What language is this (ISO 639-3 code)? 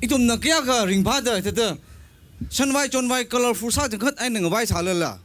nmf